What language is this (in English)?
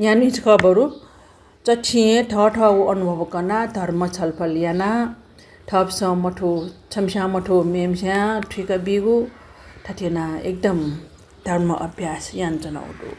Newari